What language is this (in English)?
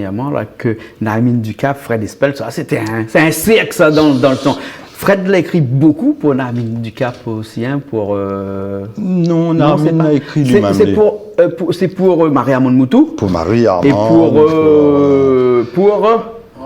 Réunion Creole French